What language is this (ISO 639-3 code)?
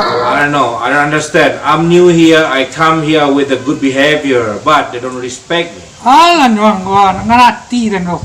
min